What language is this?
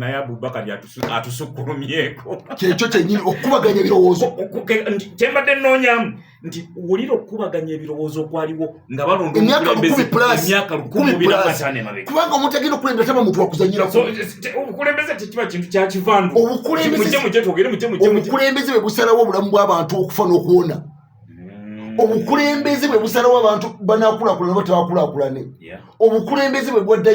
Ganda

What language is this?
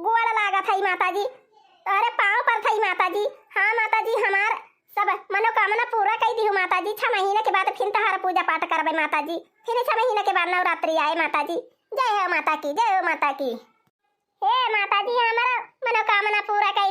Awadhi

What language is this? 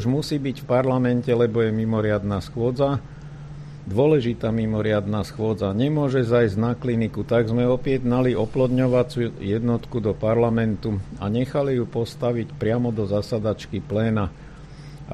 Slovak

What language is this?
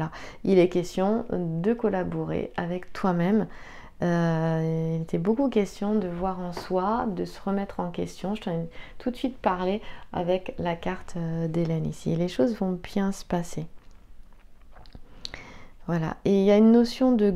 French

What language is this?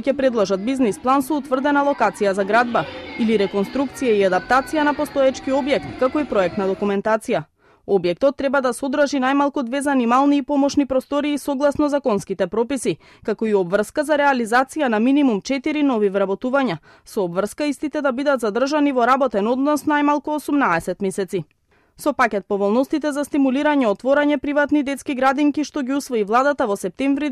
Macedonian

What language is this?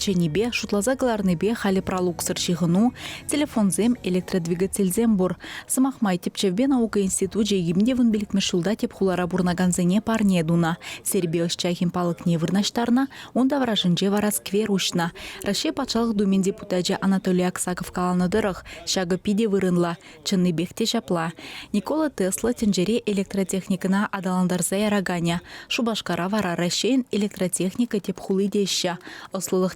Chuvash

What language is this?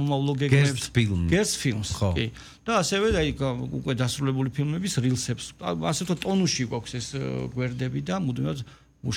Georgian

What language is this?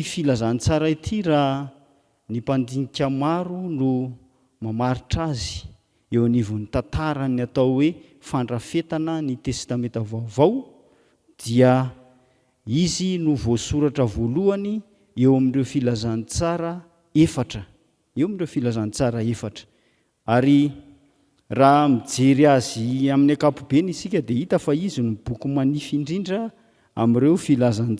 Malagasy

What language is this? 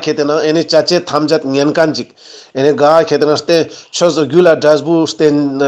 Ladakhi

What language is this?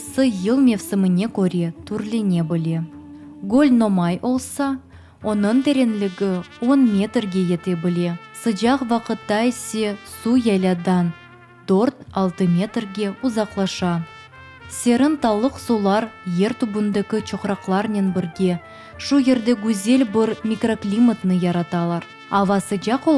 Crimean Tatar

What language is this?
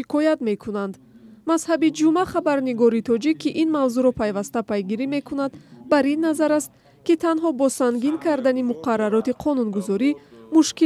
Tajik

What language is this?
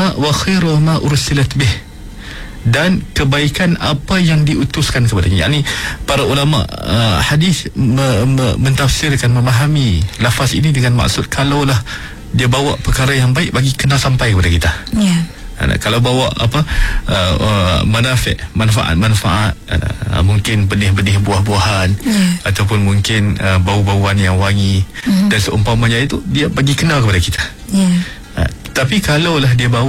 Malay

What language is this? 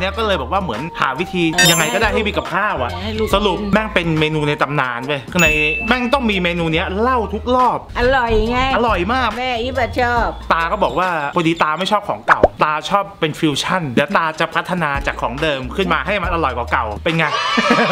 Thai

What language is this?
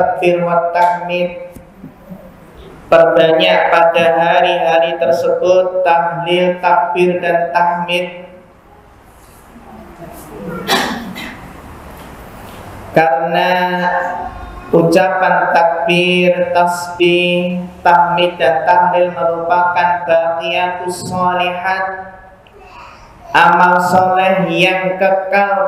Indonesian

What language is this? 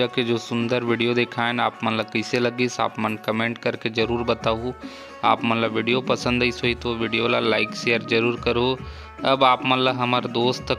Chhattisgarhi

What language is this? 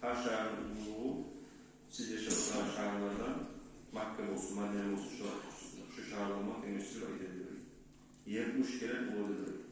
Kumyk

